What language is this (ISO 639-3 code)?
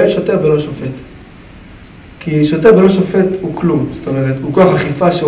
heb